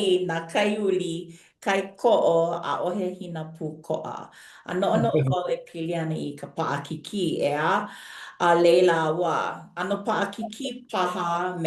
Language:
Hawaiian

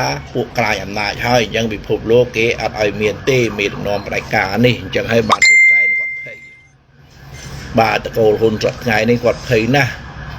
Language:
Khmer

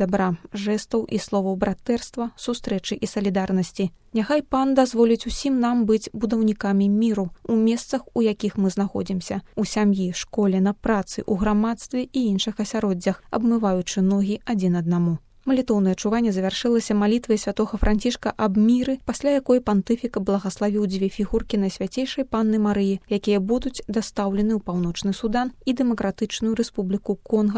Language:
Belarusian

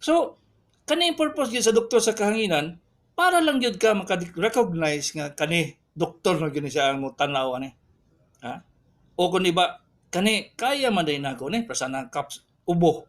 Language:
Cebuano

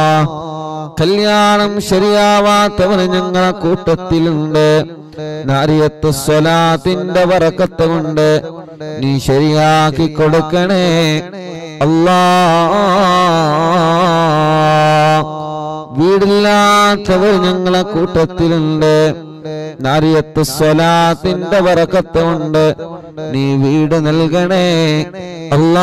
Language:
Malayalam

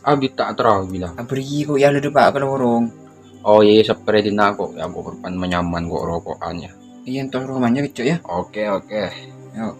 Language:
Madurese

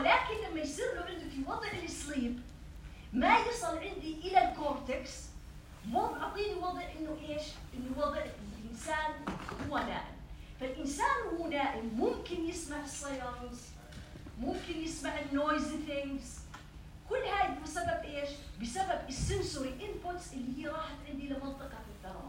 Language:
North Levantine Arabic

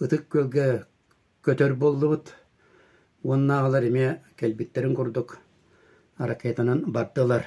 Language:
Yakut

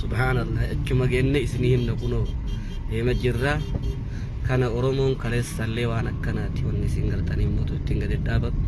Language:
Oromo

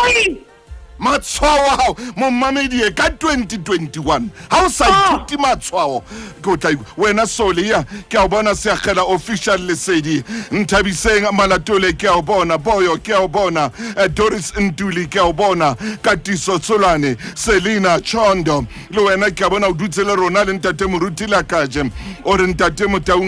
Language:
Southern Sotho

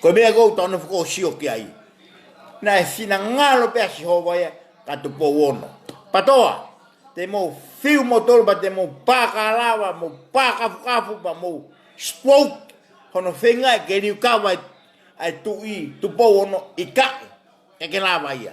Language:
Tongan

